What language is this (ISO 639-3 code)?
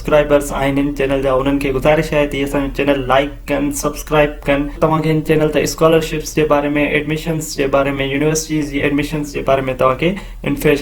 snd